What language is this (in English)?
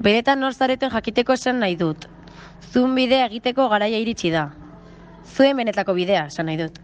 Basque